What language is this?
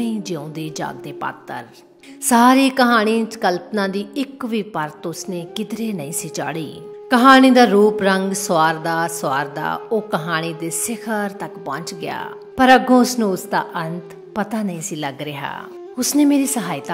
Punjabi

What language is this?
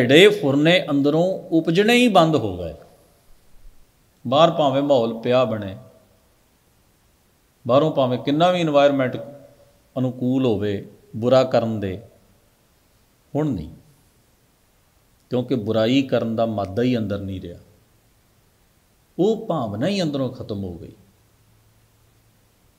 Punjabi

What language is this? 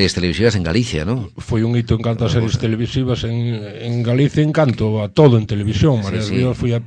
Galician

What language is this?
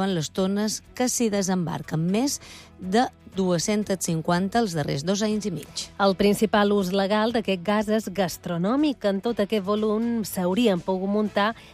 Catalan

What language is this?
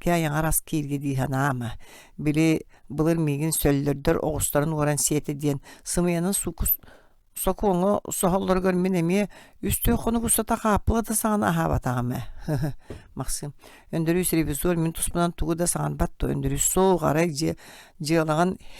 Yakut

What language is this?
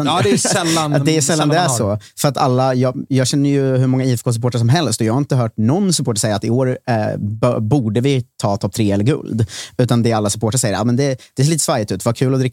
Swedish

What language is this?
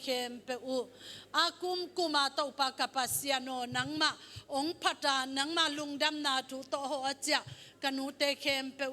Tedim Chin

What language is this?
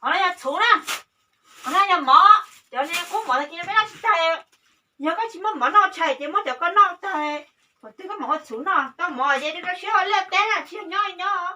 Hmong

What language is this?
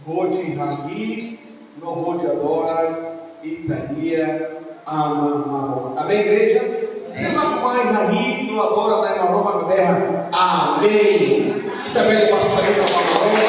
Tetum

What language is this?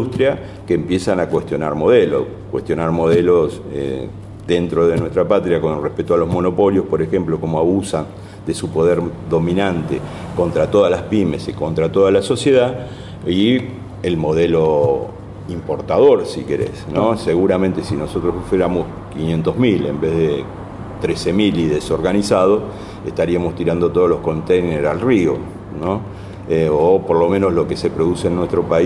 Spanish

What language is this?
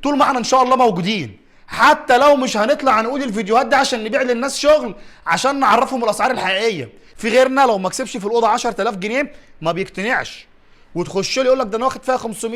Egyptian Arabic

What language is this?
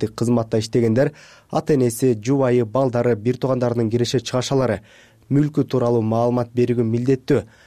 Kyrgyz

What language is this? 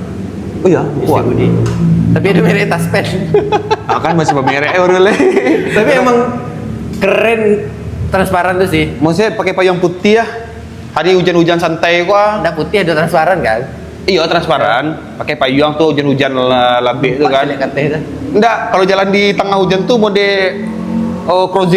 Minangkabau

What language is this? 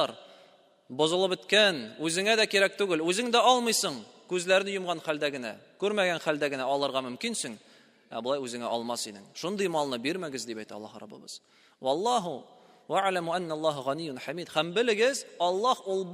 Tatar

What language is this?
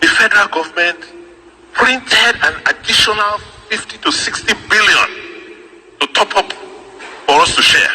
Nigerian Pidgin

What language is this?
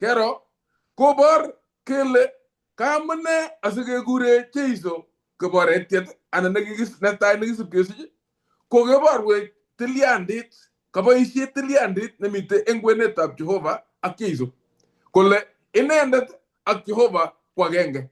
Kalenjin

